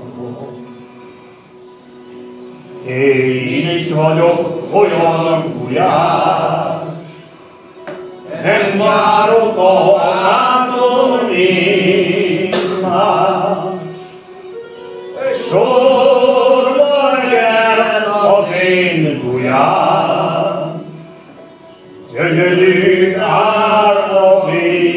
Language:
Hungarian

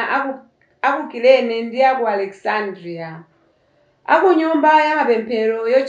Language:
Nyanja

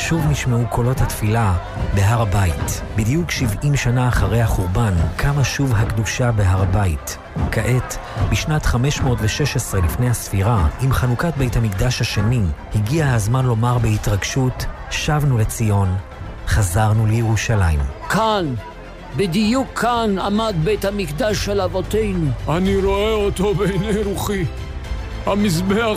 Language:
Hebrew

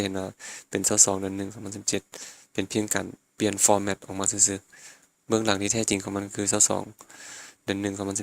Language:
Lao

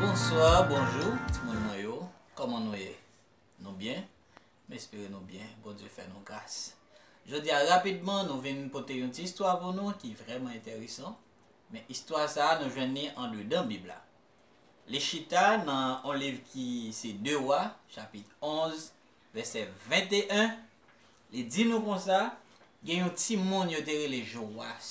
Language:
Haitian Creole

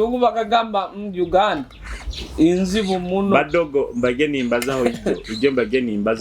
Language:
Nyoro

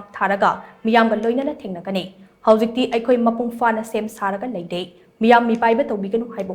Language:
Manipuri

